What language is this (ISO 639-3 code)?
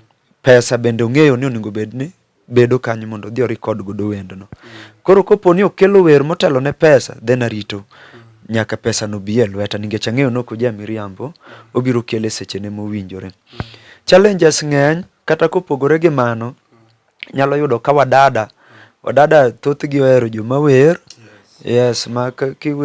luo